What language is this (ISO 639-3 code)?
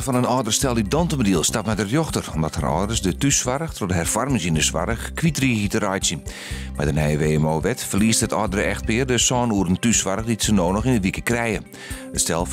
fry